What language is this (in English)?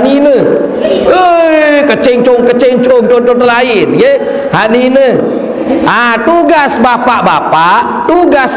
Sasak